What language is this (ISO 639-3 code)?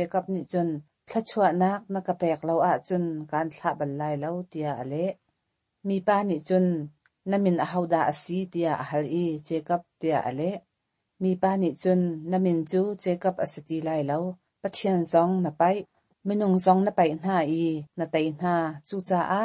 cnh